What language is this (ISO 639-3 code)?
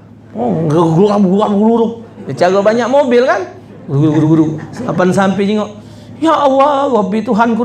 mui